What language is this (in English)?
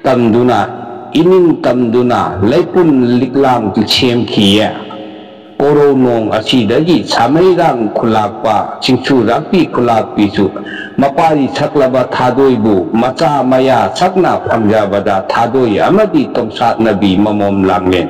Manipuri